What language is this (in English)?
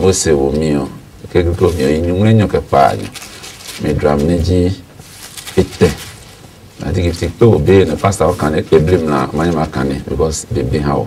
Adangme